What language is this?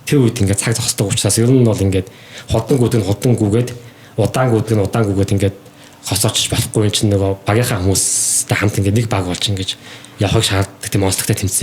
Mongolian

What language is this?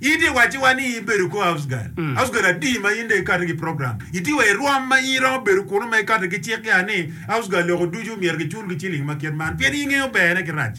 Acoli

